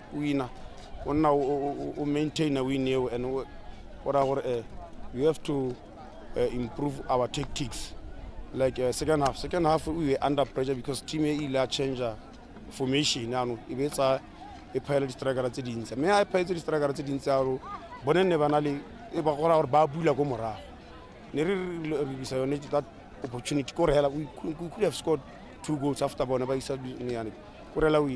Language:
Tswana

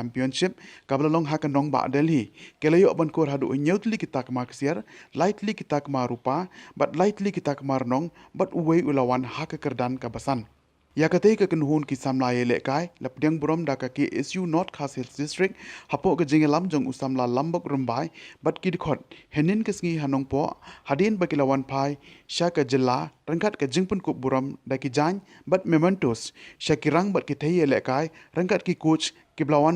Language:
Khasi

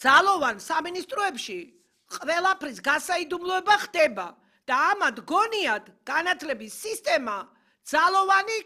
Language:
Georgian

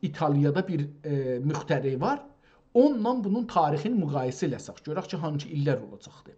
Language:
South Azerbaijani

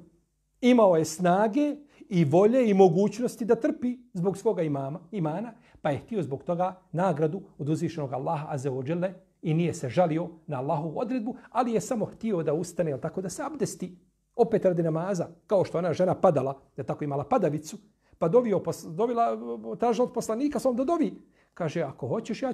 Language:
Bosnian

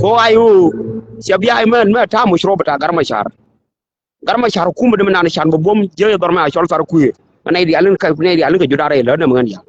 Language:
Nuer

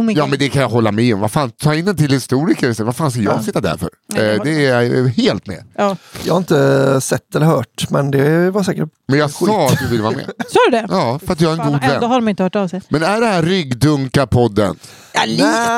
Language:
Swedish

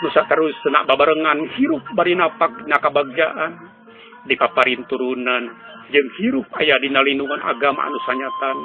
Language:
Sundanese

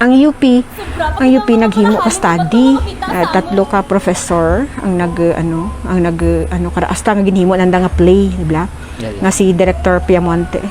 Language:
Kinaray-a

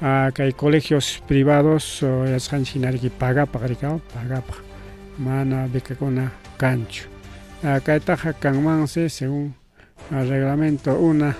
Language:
Ayacucho Quechua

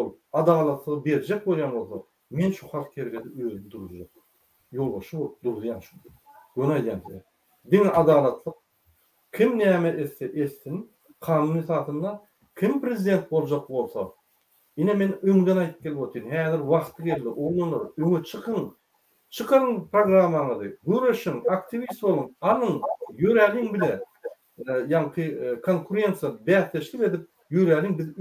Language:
Turkmen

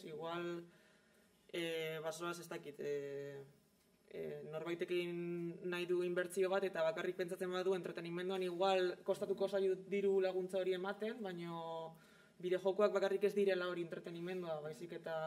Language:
Basque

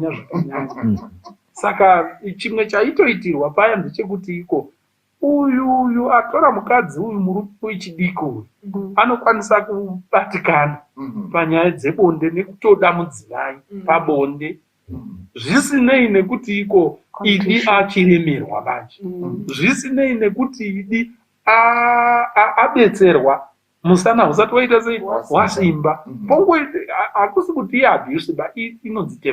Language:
Shona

